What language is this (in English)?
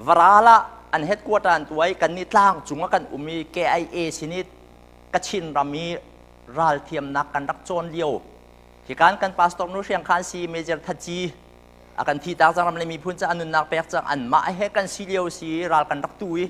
Hakha Chin